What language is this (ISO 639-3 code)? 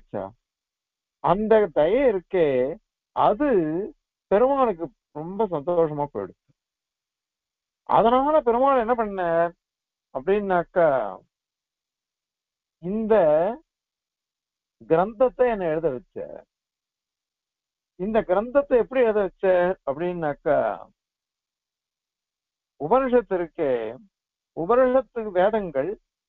tam